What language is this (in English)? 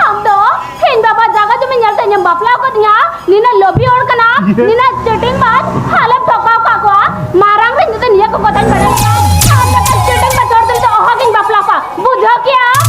Santali